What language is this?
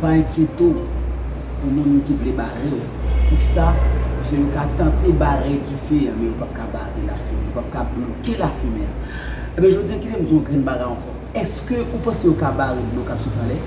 Haitian Creole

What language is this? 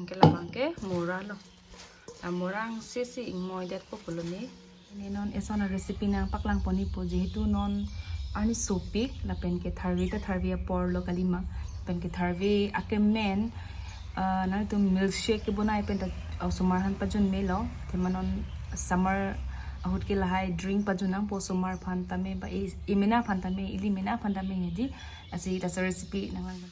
Karbi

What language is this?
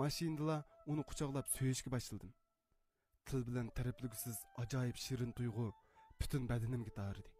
Uyghur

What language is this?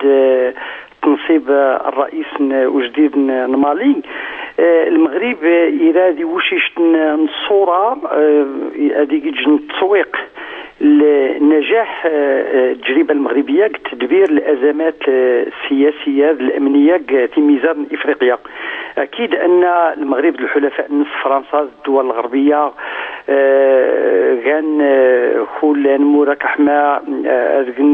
Moroccan Arabic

